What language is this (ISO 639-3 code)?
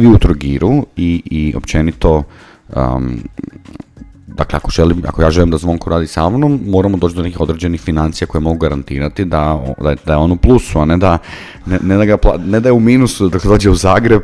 hrv